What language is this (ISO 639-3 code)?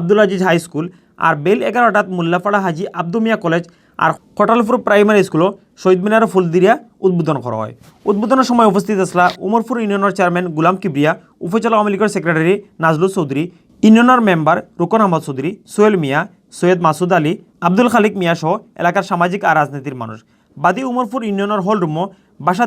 syl